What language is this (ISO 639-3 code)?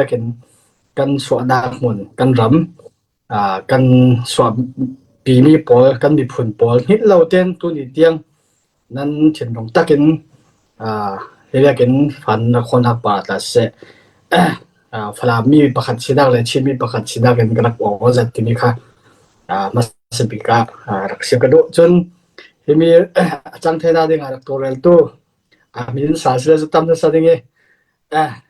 cfm